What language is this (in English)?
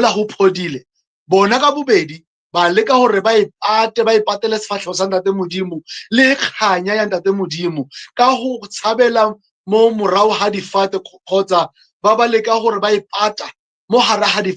Southern Sotho